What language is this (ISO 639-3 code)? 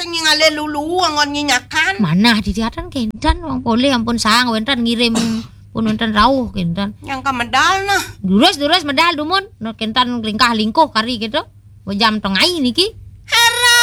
ban